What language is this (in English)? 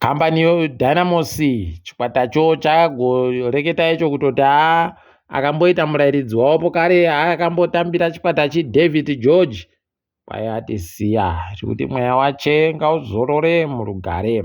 Ndau